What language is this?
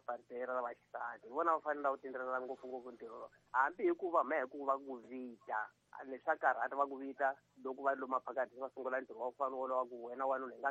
Tsonga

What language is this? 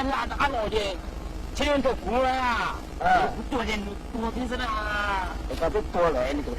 Hmong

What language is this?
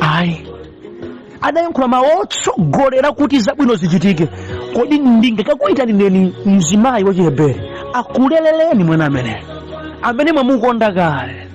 Nyanja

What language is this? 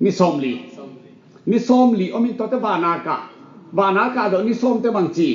Tedim Chin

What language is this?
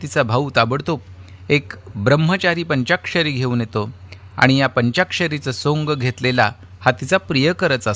Marathi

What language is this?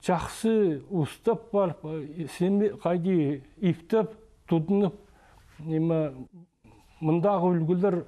Khakas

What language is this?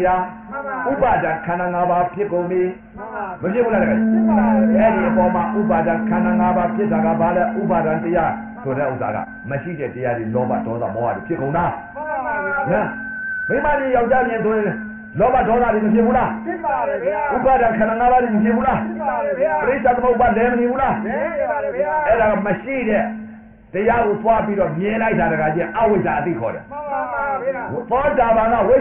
Burmese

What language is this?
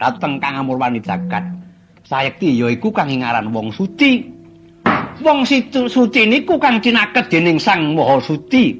Javanese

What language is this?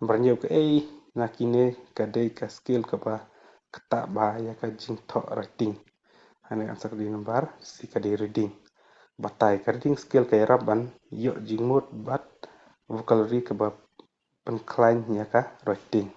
Khasi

